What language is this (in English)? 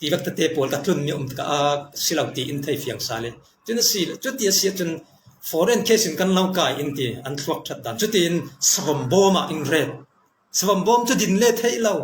Falam Chin